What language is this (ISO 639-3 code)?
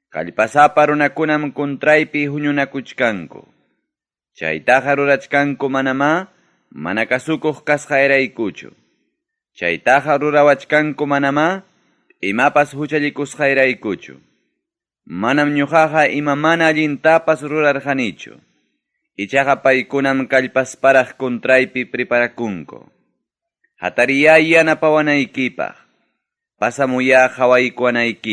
quy